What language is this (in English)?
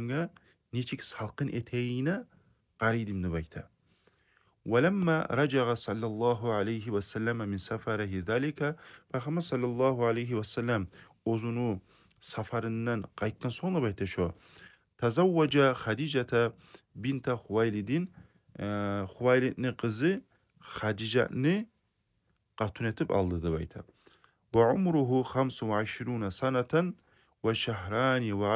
Kumyk